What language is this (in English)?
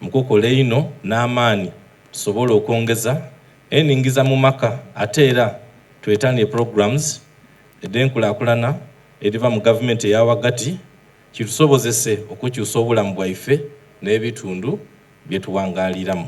Soga